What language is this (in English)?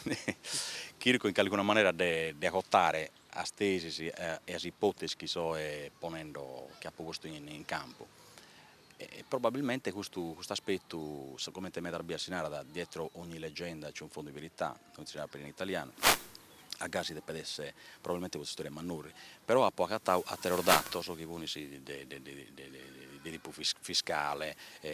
Sardinian